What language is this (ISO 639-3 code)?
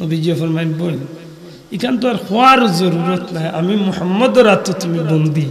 syl